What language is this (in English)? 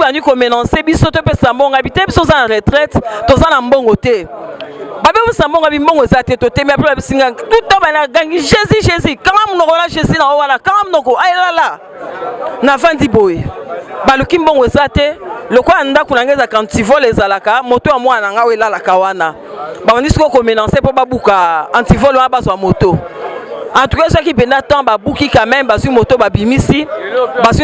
Lingala